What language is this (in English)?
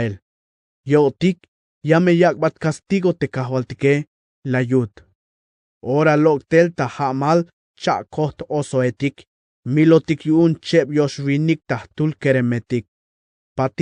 Tzeltal